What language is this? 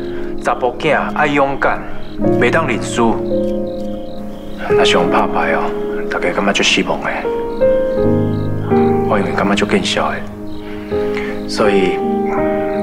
Min Nan Chinese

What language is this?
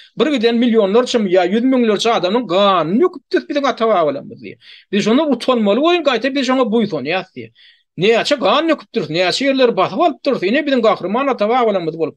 Turkmen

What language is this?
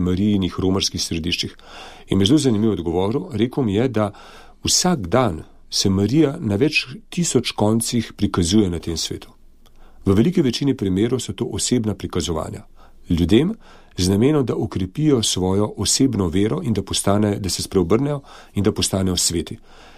Slovenian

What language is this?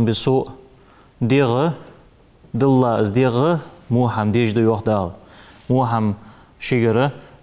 Ingush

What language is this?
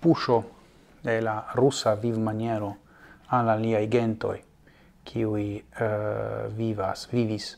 Esperanto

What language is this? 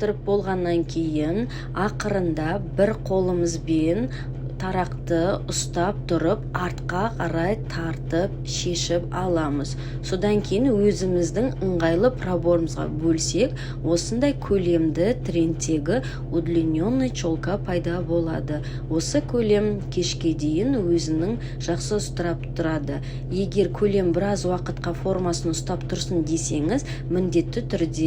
Kazakh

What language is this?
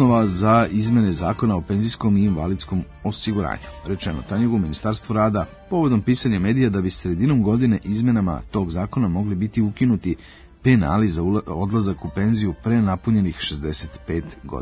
Serbian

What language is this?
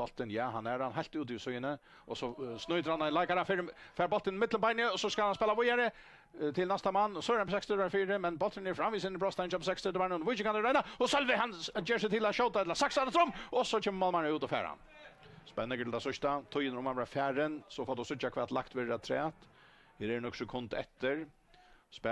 Faroese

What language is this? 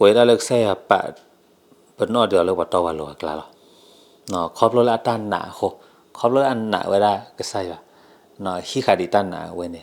S'gaw Karen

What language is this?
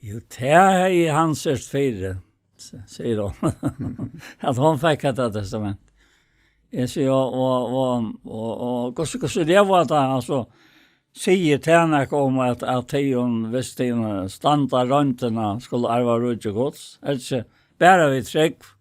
Faroese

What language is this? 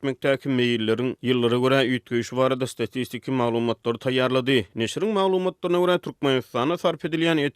Turkmen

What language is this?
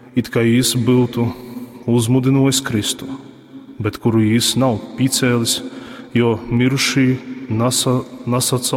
Latgalian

